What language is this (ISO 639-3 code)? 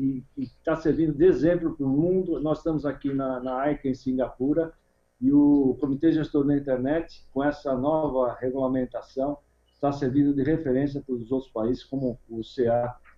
por